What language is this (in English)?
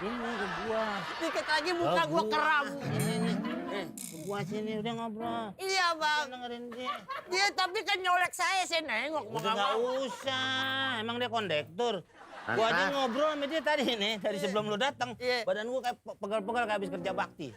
Betawi